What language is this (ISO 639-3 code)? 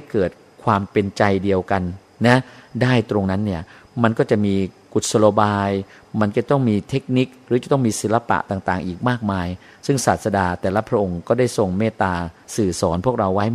tha